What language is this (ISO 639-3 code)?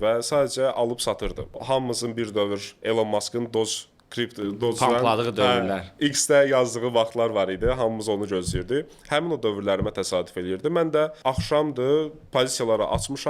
aze